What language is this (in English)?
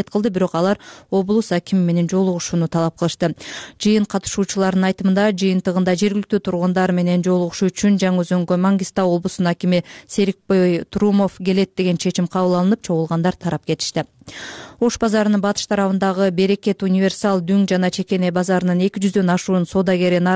Kyrgyz